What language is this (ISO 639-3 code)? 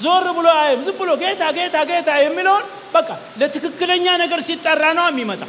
amh